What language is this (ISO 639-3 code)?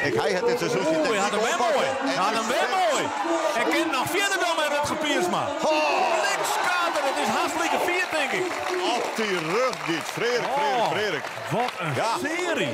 fry